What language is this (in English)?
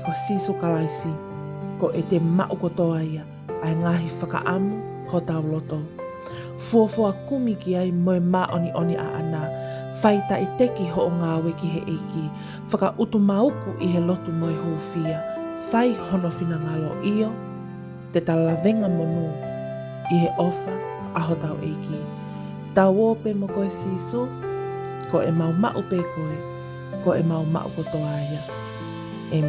Tongan